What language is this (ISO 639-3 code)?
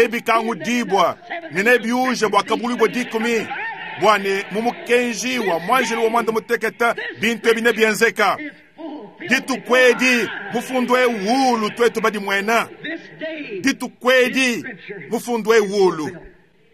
lua